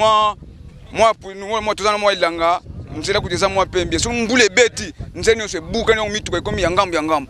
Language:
Lingala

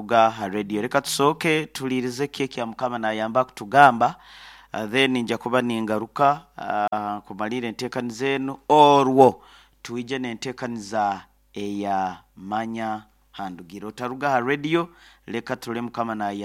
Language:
Nyankole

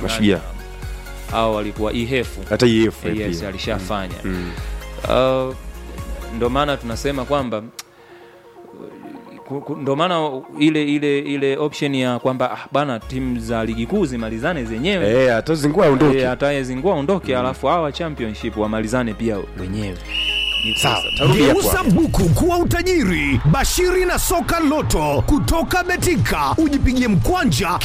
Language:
Swahili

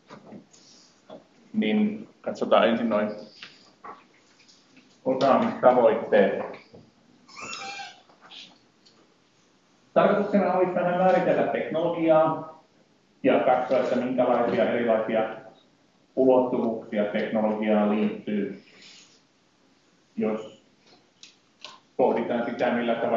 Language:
Finnish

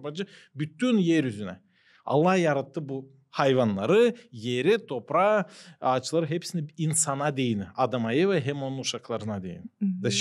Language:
Gagauz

